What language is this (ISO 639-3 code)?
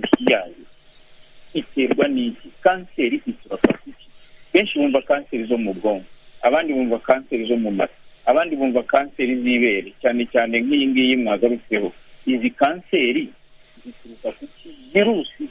kin